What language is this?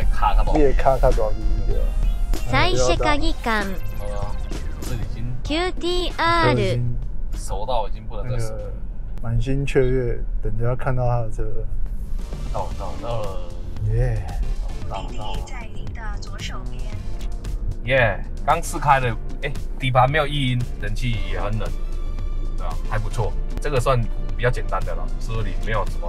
Chinese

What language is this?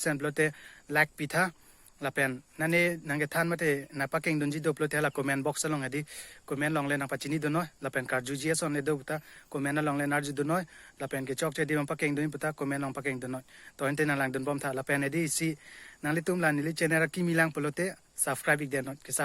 Karbi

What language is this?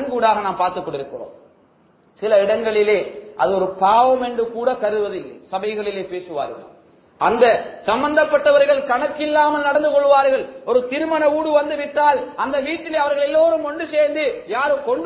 Tamil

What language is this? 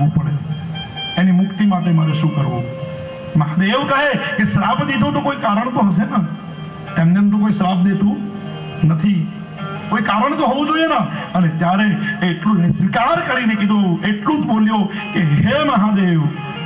Gujarati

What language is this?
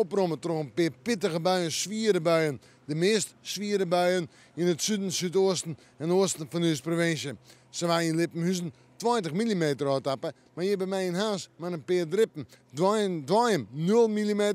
Western Frisian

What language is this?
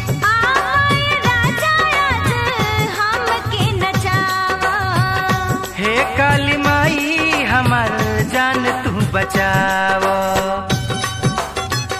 Bhojpuri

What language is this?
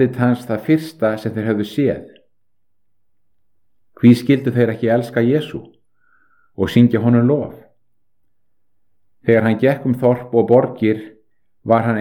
Icelandic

